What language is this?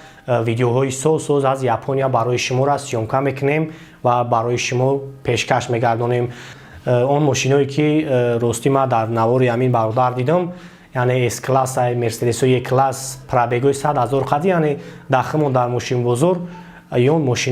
Tajik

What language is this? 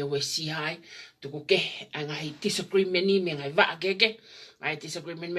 Tongan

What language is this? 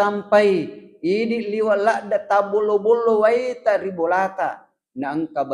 Buginese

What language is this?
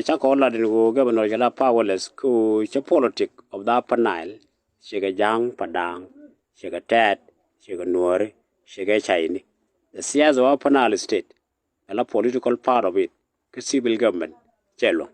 Nuer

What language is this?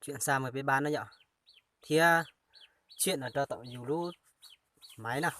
Hmong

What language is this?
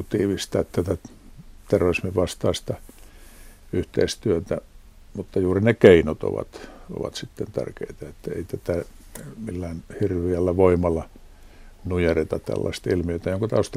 Finnish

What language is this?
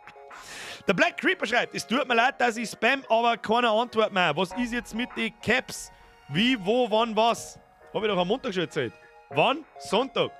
Bavarian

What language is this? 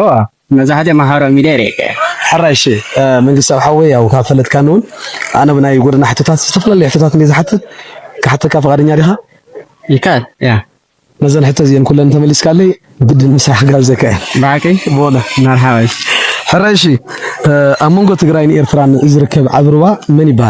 Tigrinya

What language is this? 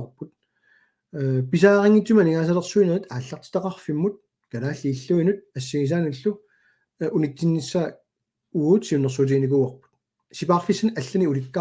Kalaallisut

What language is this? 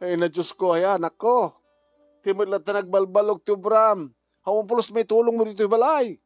Iloko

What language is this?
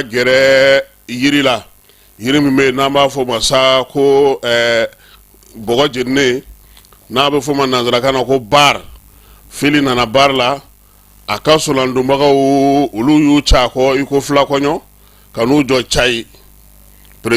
Bambara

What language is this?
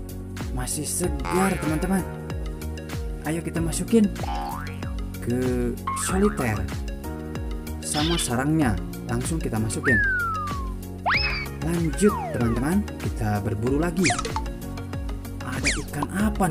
Indonesian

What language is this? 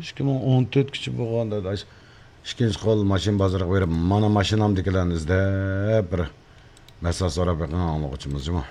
Uyghur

